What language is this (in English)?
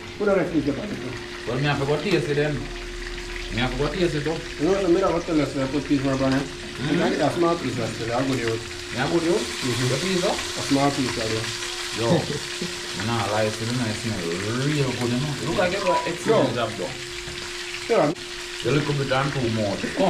Jamaican Creole English